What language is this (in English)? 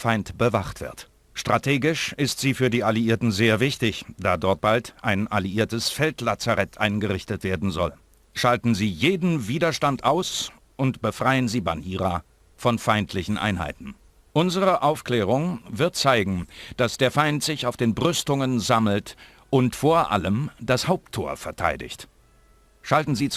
Bavarian